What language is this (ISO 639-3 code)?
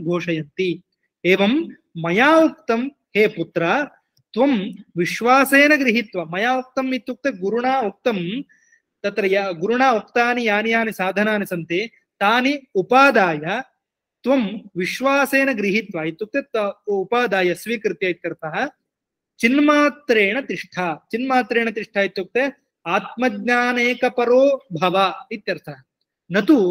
san